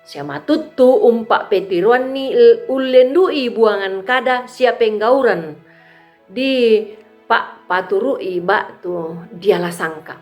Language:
Toraja-Sa'dan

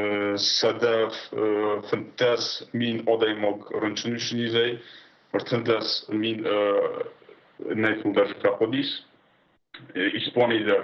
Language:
Ossetic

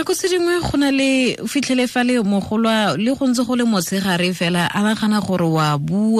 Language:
Tswana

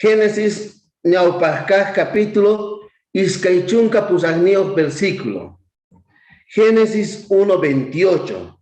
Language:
South Bolivian Quechua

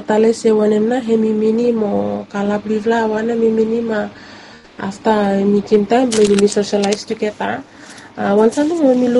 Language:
Bislama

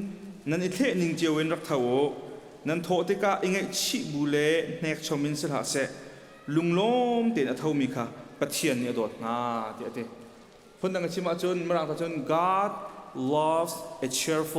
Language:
Hakha Chin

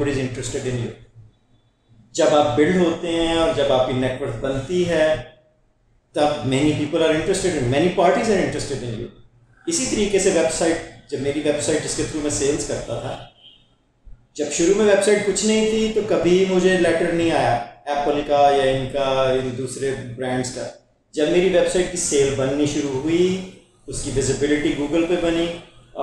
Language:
Hindi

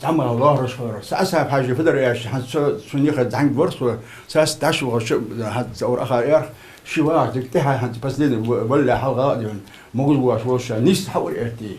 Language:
Ingush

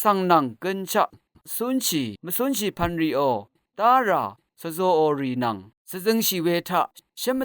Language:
Rawang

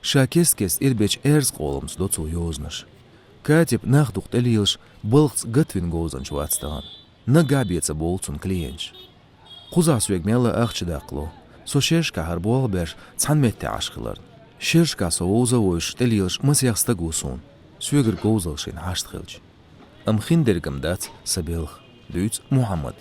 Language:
Chechen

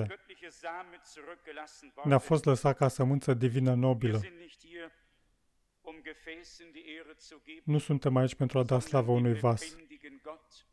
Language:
Romanian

